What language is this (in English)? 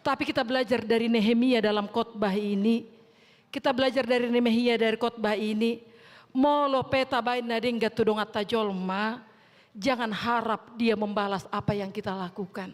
Batak Toba